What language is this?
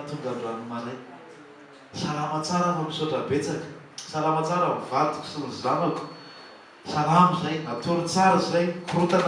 Malagasy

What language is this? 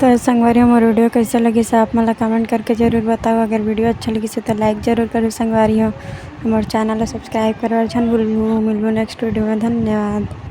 Chhattisgarhi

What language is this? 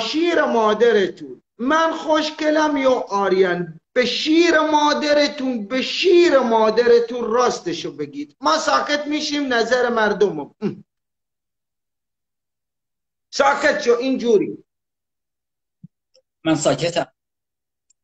Persian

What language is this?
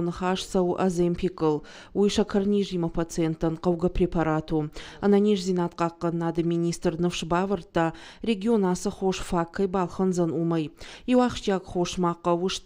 Ossetic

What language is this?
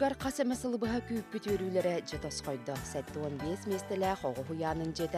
Yakut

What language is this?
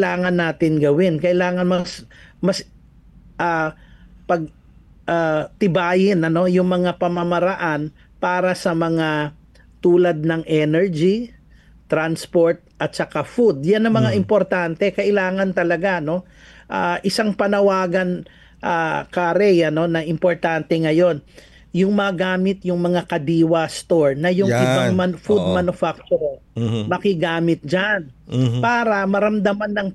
Filipino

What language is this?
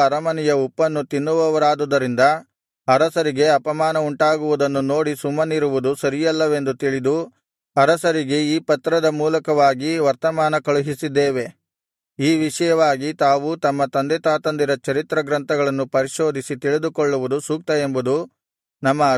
Kannada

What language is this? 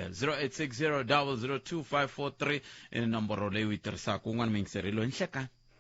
Tsonga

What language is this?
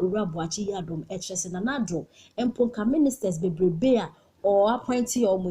Akan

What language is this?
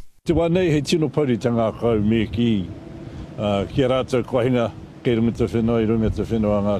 Māori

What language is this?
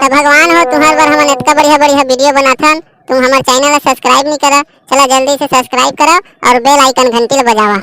Chhattisgarhi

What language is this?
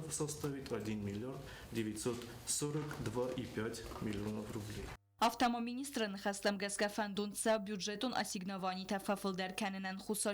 Ossetic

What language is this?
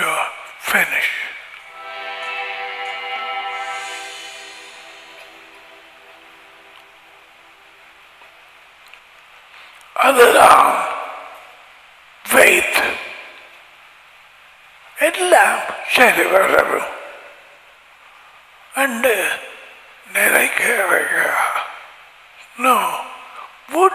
Tamil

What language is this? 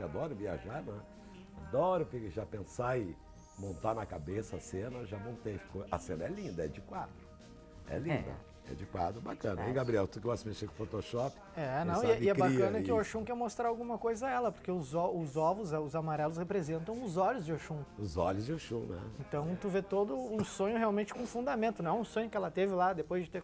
Portuguese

